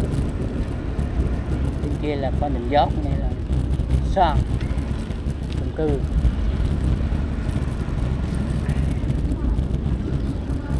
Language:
Vietnamese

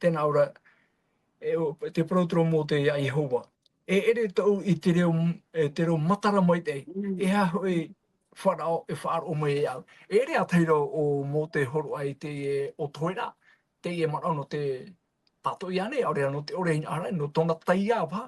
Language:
Tahitian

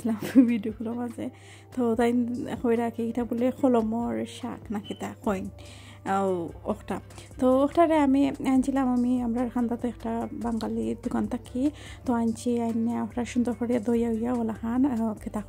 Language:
Sylheti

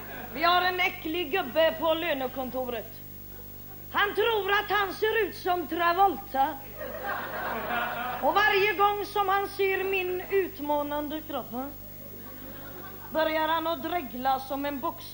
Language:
Swedish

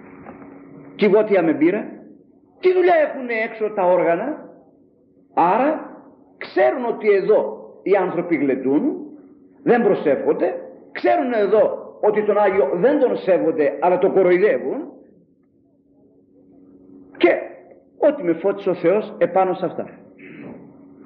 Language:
Greek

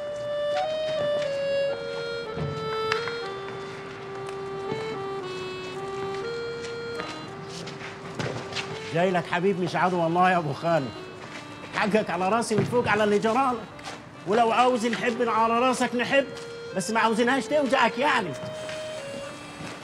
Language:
Egyptian Arabic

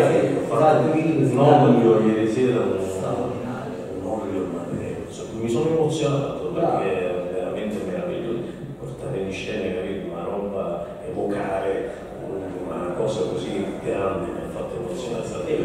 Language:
Italian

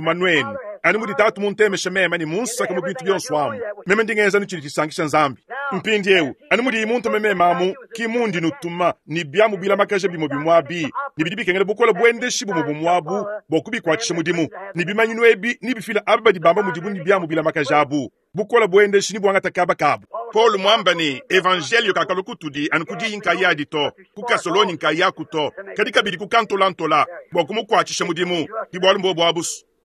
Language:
Luba-Lulua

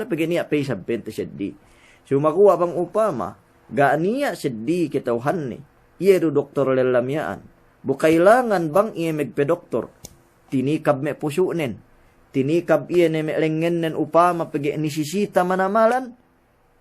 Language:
Yakan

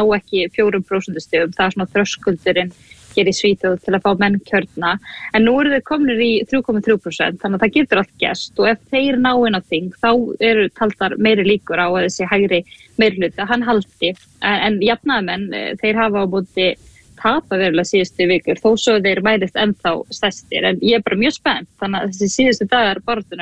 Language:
Icelandic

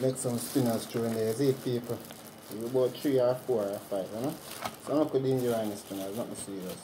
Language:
Jamaican Creole English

